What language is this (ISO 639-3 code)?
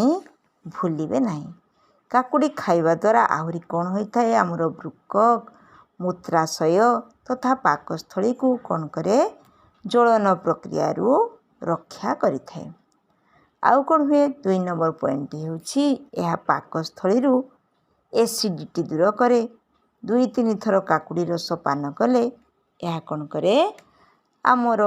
ori